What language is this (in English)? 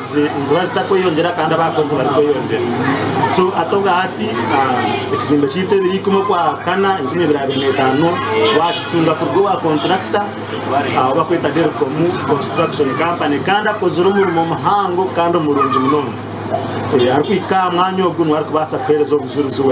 Nyankole